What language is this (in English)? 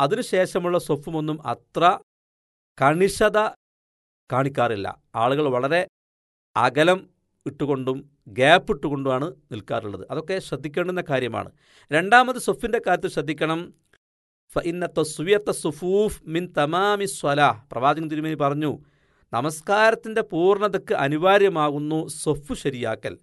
Malayalam